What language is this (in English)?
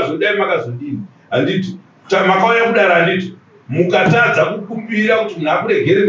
Shona